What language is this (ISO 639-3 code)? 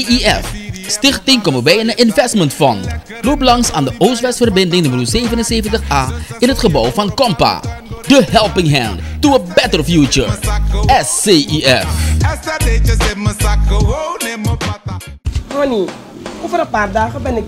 nld